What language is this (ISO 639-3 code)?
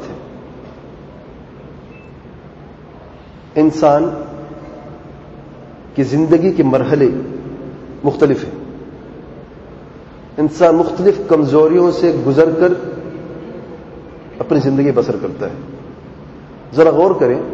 urd